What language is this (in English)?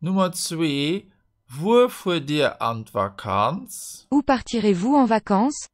Luxembourgish